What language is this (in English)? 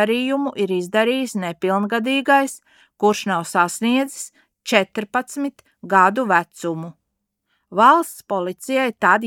Latvian